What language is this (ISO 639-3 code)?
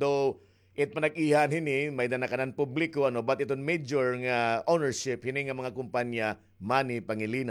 war